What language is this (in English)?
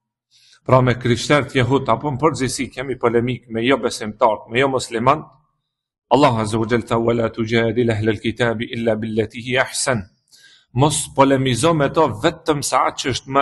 Albanian